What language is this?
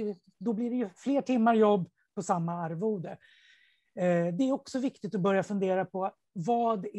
Swedish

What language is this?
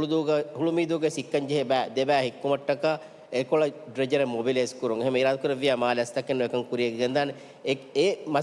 Divehi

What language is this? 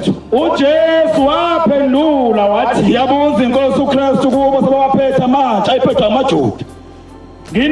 Zulu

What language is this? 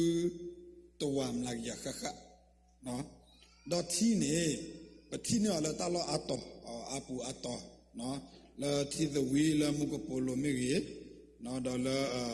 S'gaw Karen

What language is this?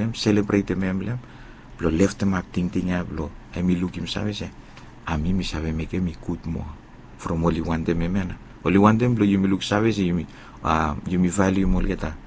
Bislama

